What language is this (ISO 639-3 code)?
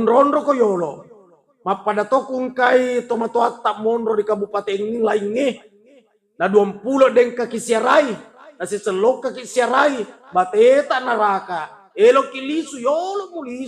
bug